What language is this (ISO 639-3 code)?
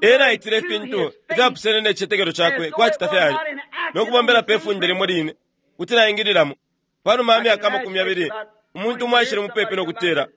bem